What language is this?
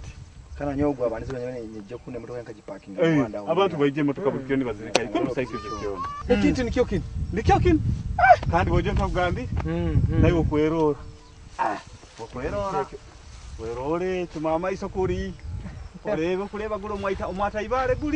Nyoro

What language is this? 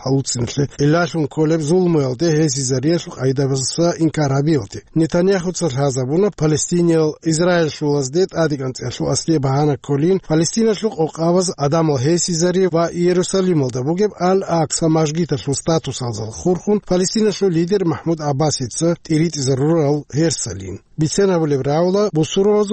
Avaric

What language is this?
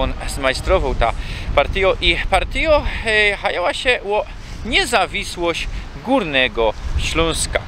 Silesian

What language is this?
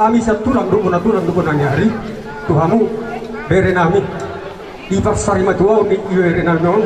Batak Toba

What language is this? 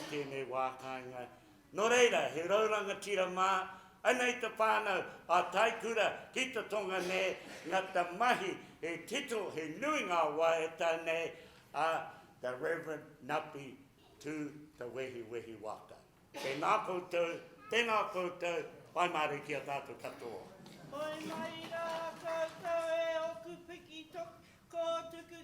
Māori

